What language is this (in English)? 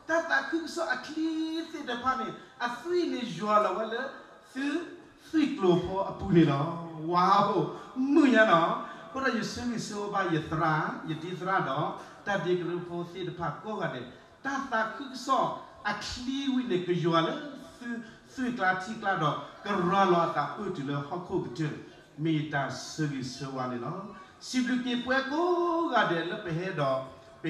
S'gaw Karen